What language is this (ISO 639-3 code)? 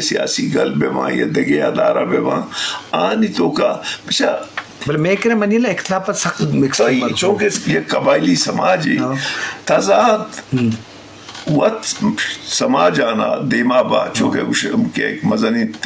bgp